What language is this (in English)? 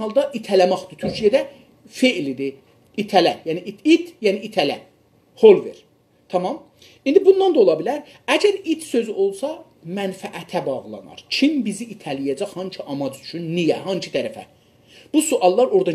South Azerbaijani